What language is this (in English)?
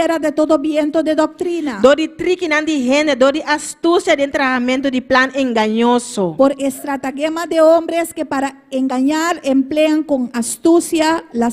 Papiamento